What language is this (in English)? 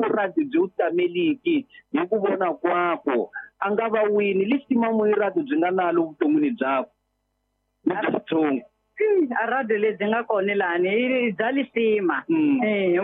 Tsonga